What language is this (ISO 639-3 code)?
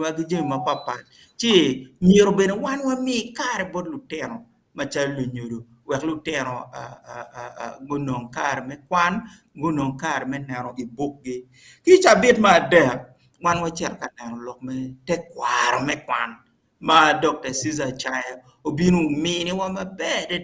ach